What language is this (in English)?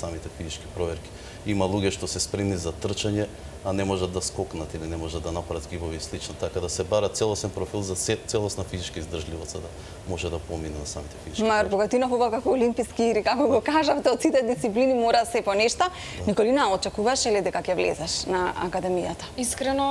Macedonian